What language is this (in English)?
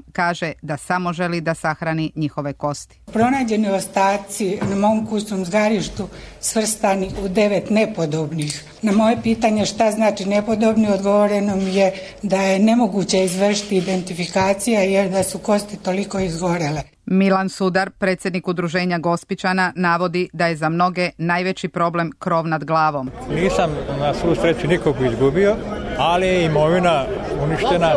Serbian